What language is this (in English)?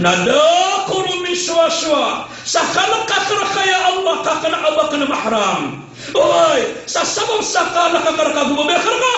Maranao